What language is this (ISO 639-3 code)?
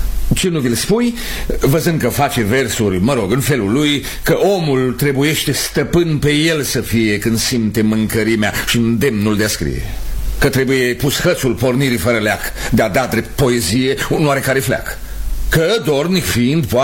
ron